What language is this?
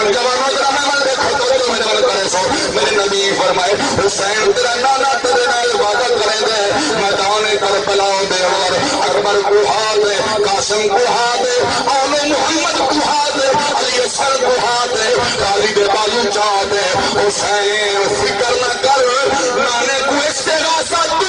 Saraiki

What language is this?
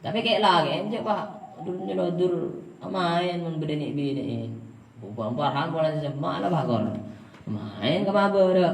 Madurese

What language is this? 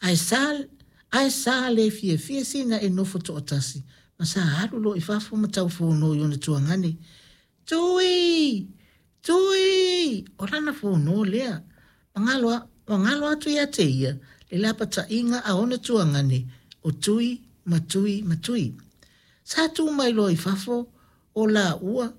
Samoan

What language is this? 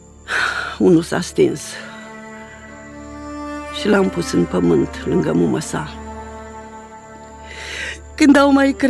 Romanian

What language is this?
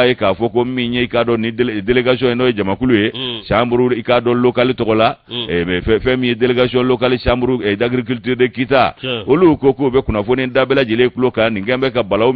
Bambara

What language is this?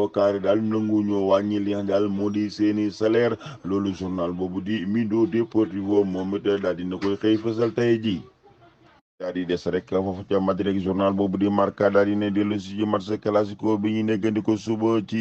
Wolof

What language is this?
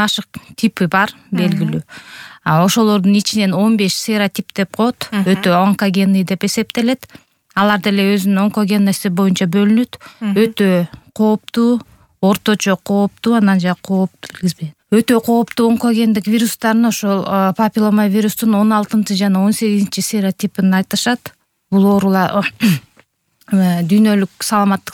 Kyrgyz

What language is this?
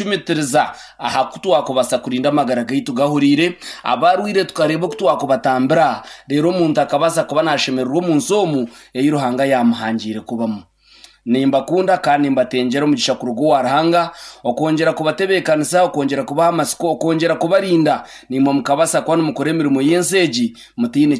Nyankole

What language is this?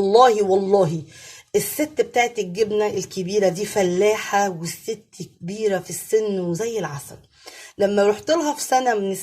Egyptian Arabic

